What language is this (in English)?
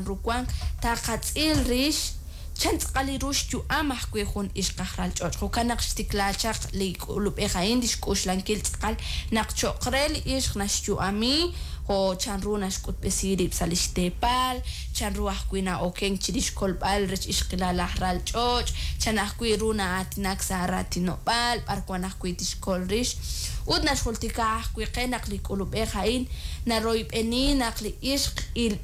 Kekchí